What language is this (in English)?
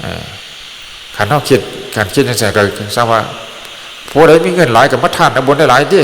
Northeastern Thai